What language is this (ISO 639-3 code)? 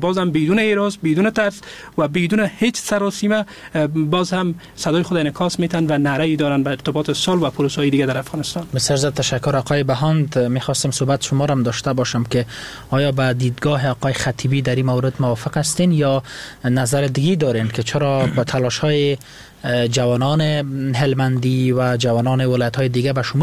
fas